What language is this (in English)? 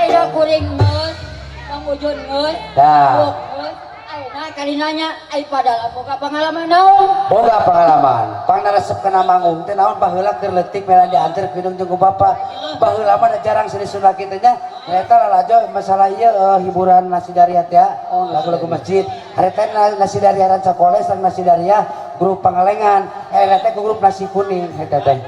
Sundanese